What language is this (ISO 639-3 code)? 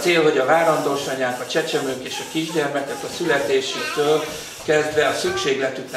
hun